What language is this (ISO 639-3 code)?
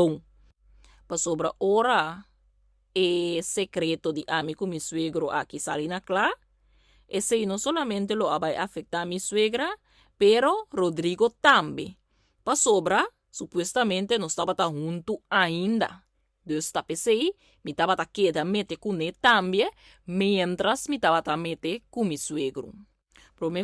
pap